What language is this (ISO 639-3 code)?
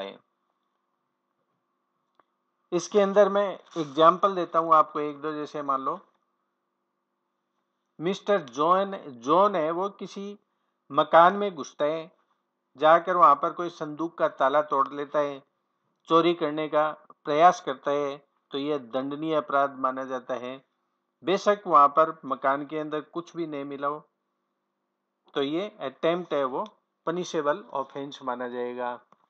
hin